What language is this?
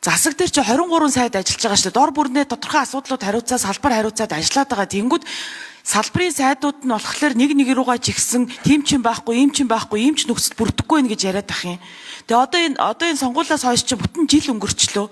Mongolian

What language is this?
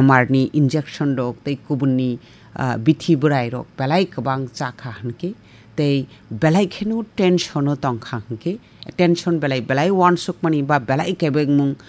Kok Borok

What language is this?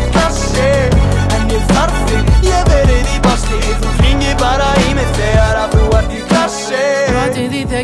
Icelandic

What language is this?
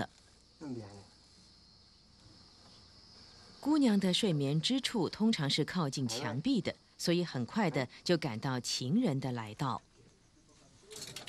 Chinese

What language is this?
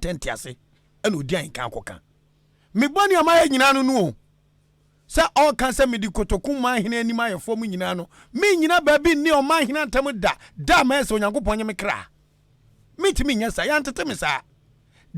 Akan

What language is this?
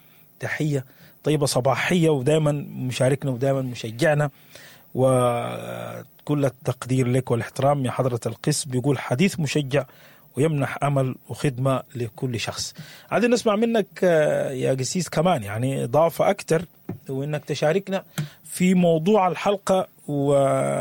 Sudanese Arabic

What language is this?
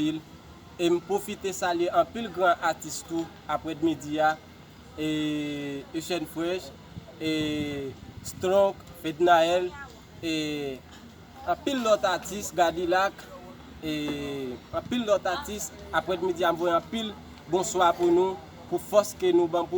Haitian Creole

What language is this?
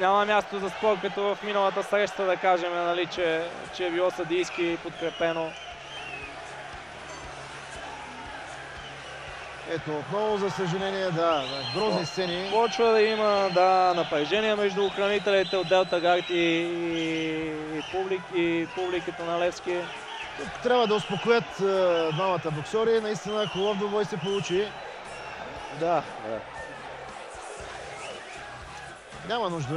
Bulgarian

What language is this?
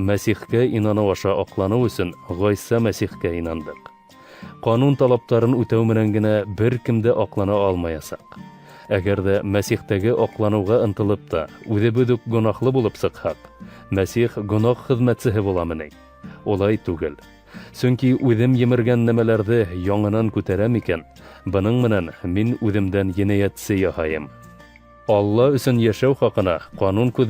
Bashkir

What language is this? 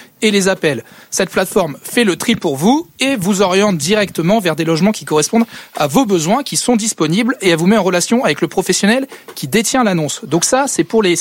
French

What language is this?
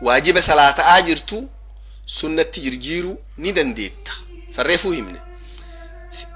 Oromo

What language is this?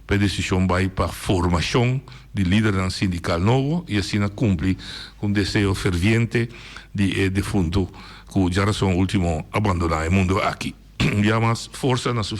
Papiamento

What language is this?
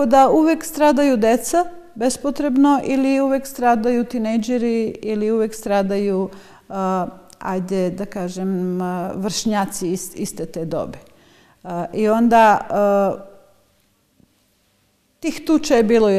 Serbian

